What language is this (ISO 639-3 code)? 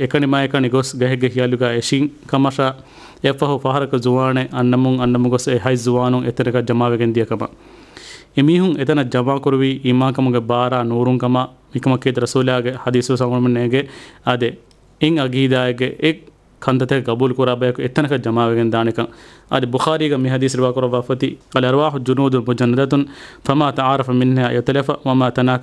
div